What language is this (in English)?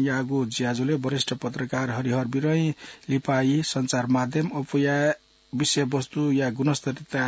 Newari